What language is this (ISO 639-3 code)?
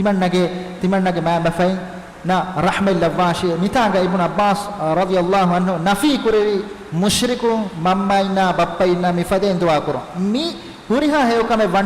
div